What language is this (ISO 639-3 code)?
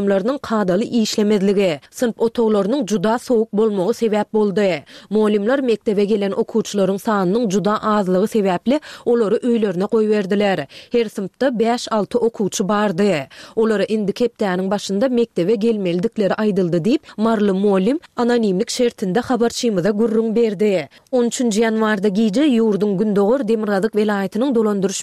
tuk